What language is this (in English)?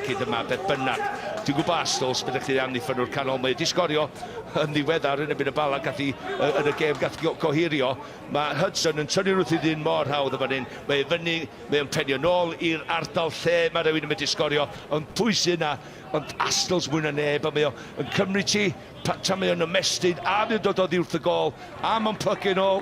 Welsh